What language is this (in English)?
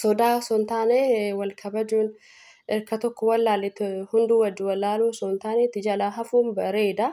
Oromo